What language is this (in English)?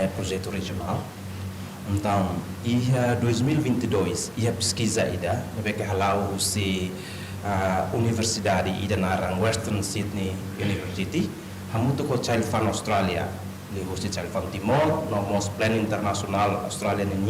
Tetum